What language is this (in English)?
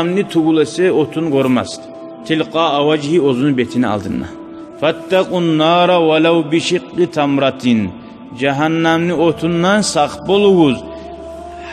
Kumyk